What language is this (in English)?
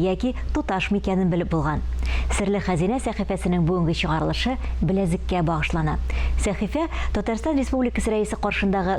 Tatar